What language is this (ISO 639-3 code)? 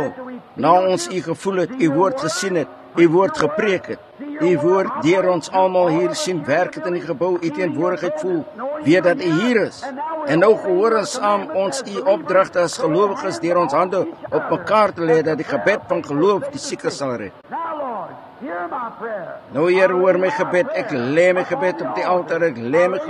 afr